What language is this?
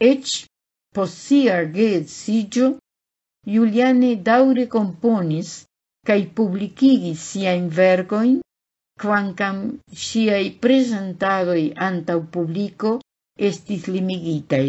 Esperanto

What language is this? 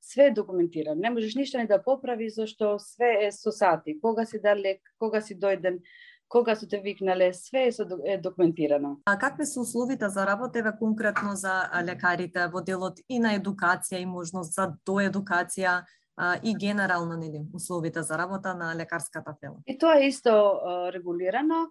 Macedonian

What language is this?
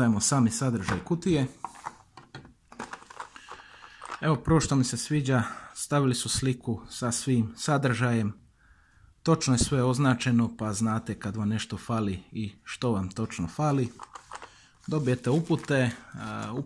Croatian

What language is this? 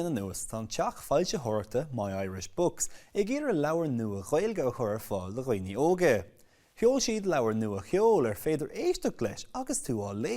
Irish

